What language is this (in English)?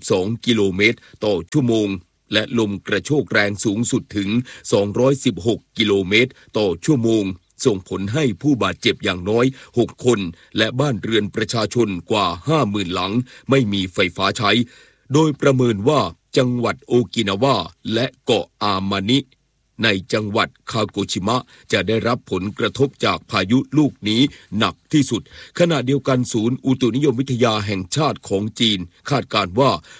Thai